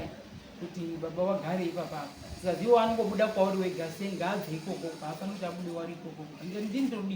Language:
Shona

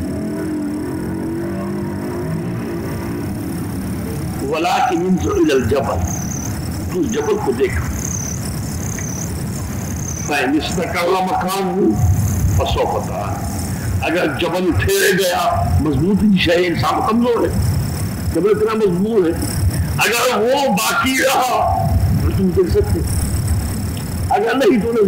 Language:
Urdu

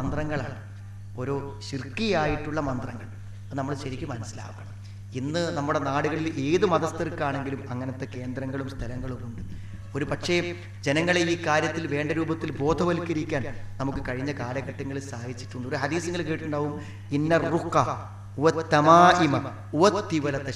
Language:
Malayalam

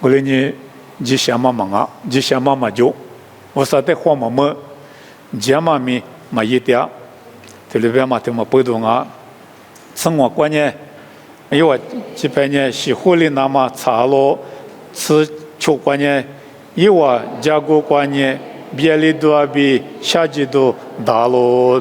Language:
Lisu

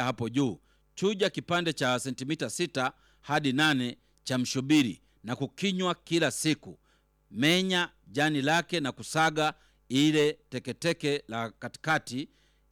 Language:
Swahili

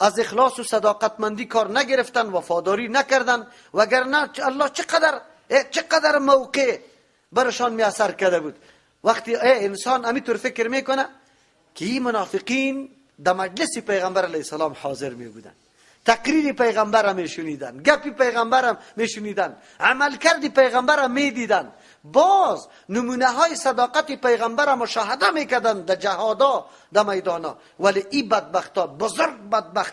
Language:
Persian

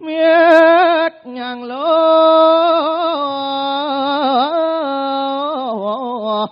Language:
Balinese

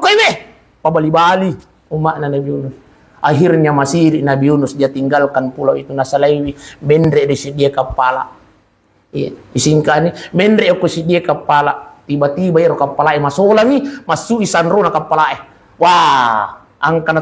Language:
Buginese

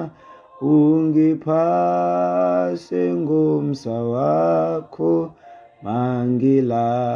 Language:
Xhosa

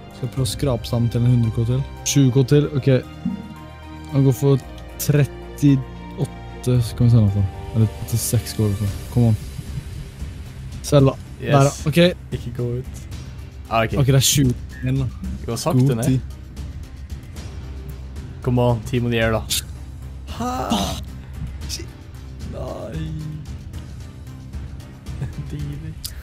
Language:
Norwegian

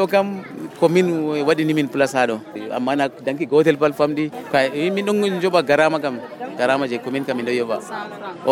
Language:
Nigerian Fulfulde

